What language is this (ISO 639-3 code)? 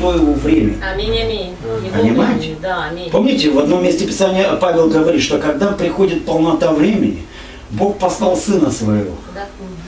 rus